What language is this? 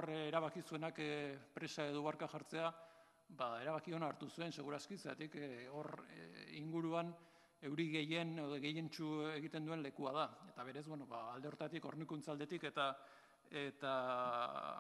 Basque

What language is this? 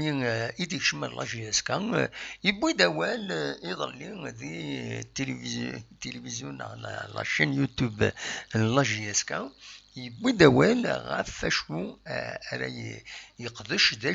Kabyle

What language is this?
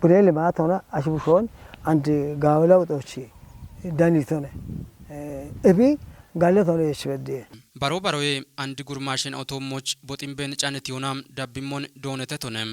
Kafa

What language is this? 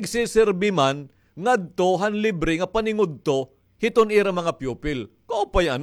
Waray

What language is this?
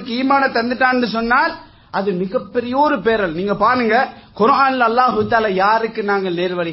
Tamil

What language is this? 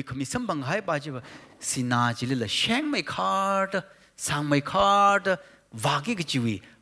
Tangkhul Naga (India)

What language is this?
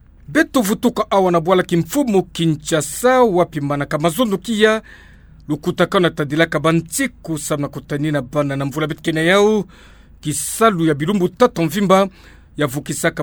Kituba (Democratic Republic of Congo)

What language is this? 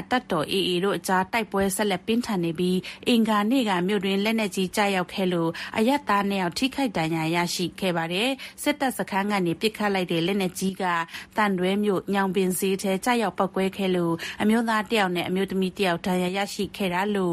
Burmese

